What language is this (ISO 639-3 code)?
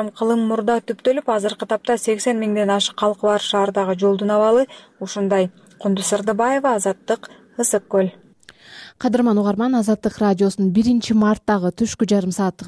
kir